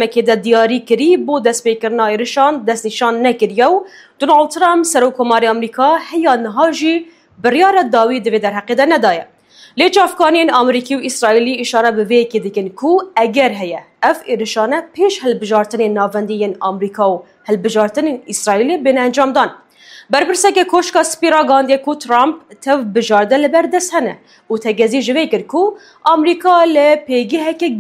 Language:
Kurdish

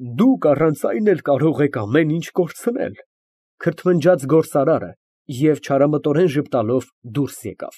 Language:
Armenian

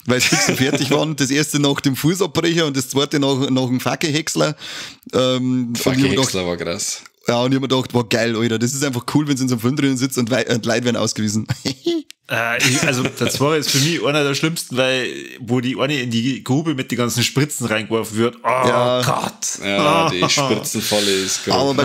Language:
Bavarian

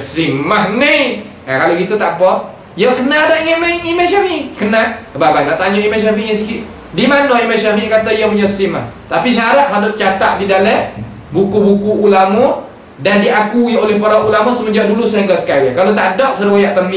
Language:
Malay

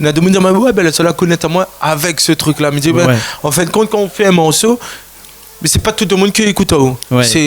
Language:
Réunion Creole French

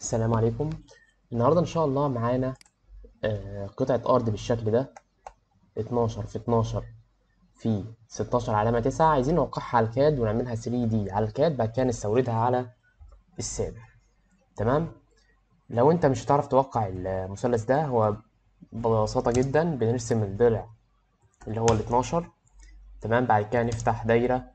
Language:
Egyptian Arabic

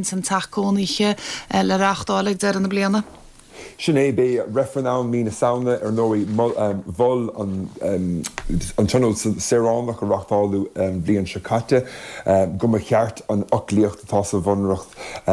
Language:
Irish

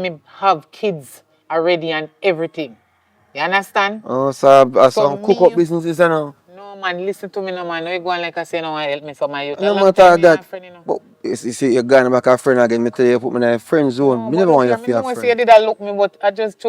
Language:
Jamaican Creole English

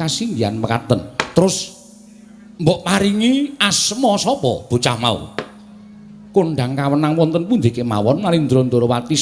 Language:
Javanese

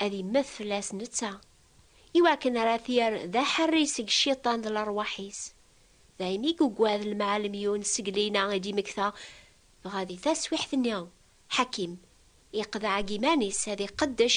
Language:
Kabyle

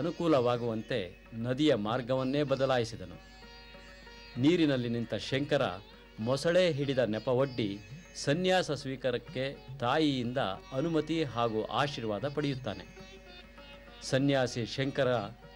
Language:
Kannada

